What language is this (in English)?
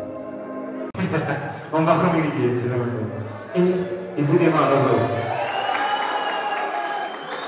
Kinyarwanda